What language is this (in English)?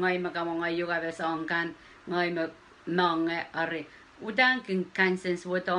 Pohnpeian